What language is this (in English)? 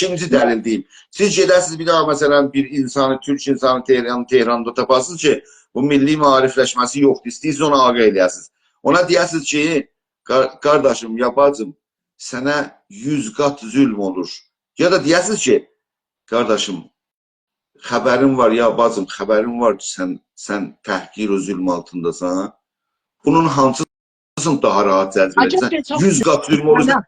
South Azerbaijani